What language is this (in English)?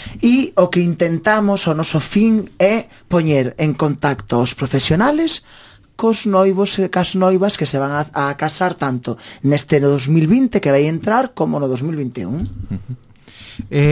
Galician